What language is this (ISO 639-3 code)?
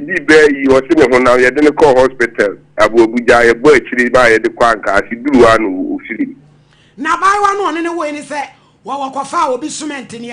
aka